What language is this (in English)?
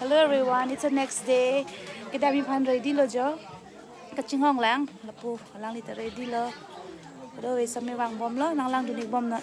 Karbi